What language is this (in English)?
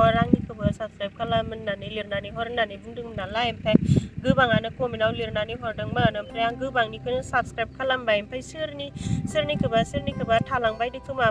Bodo